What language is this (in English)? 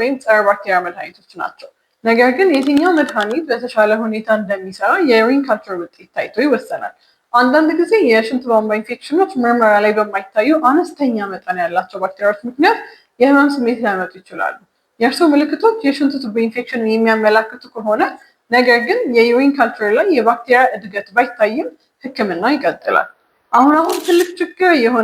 Amharic